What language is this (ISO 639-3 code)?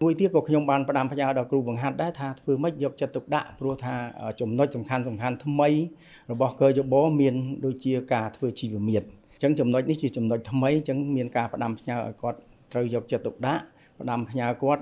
khm